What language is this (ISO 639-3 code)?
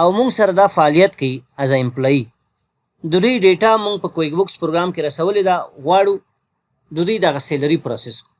pus